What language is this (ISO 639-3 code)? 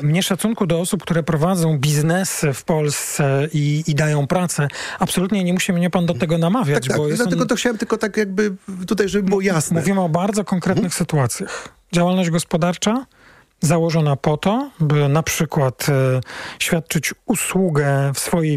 pol